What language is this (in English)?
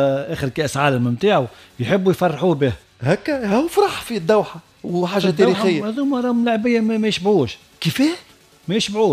Tunisian Arabic